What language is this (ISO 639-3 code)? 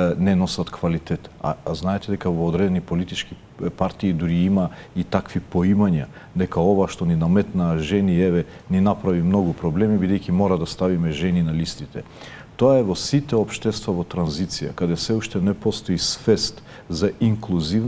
mkd